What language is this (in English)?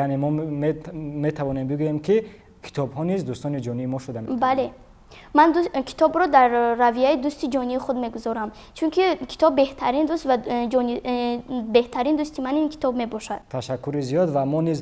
Tajik